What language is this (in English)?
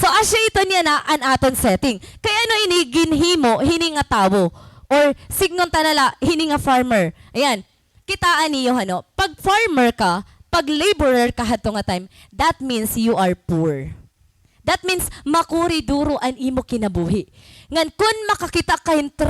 Waray